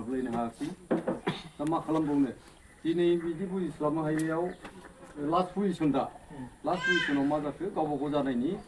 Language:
Bodo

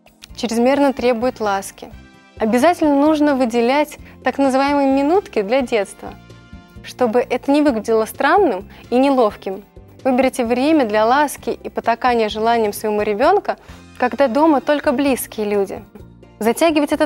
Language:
Russian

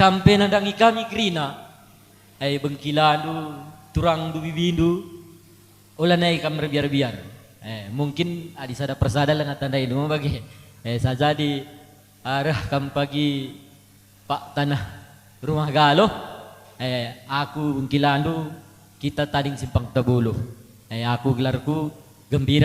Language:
Batak Karo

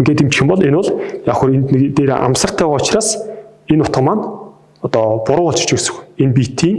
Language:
Mongolian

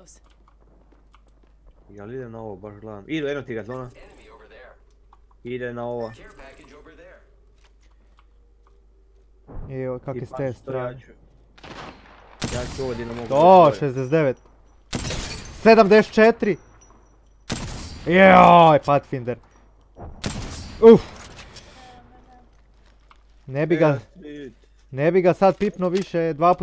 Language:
Croatian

